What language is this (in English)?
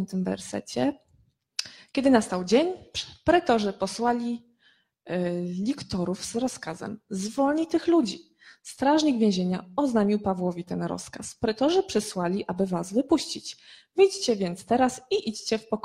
Polish